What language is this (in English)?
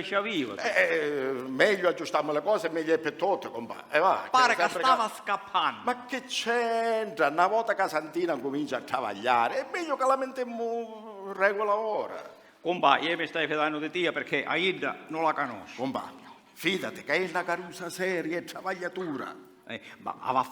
Sicilian